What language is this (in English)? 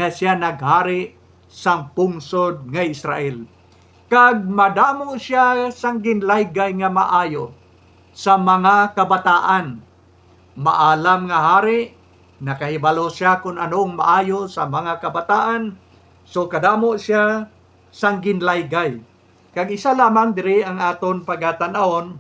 Hiligaynon